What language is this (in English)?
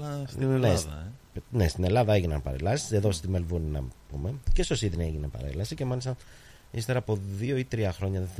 Greek